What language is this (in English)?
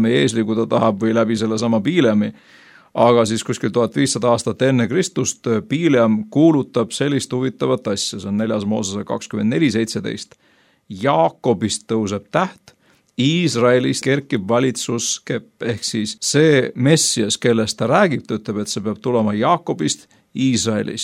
Estonian